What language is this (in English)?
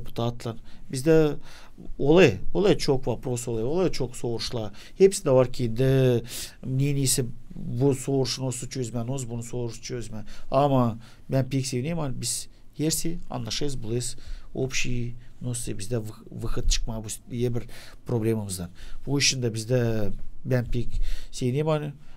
Gagauz